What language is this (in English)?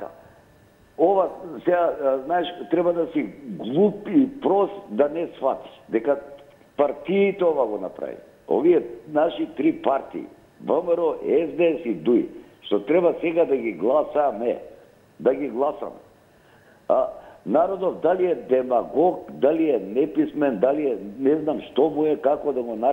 Macedonian